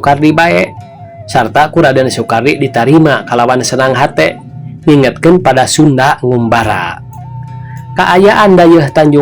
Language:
Sundanese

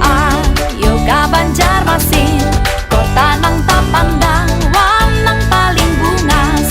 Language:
Banjar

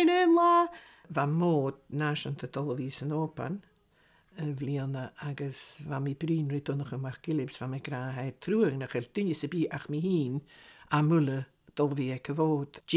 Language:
Scottish Gaelic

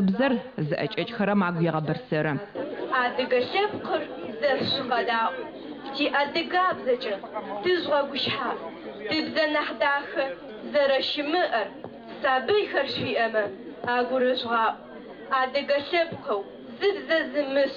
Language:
Adyghe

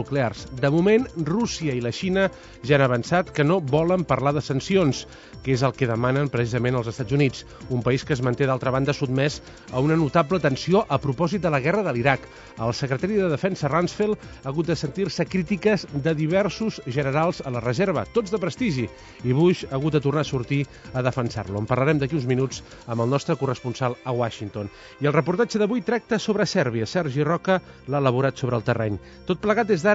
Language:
Catalan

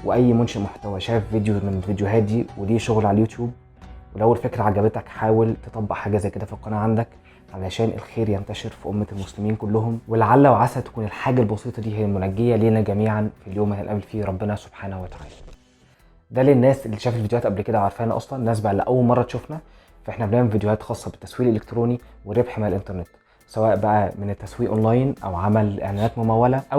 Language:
Egyptian Arabic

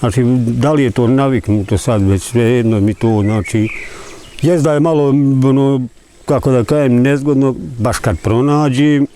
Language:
Bosnian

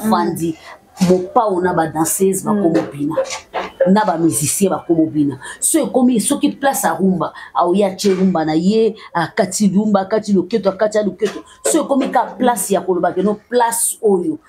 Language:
Lingala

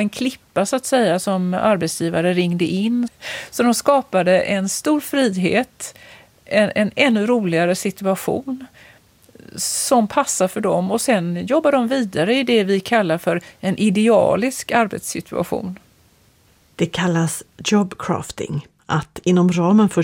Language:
Swedish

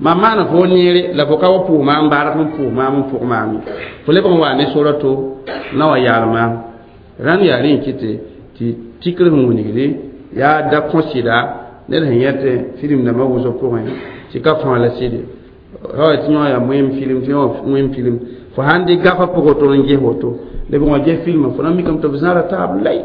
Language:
Mossi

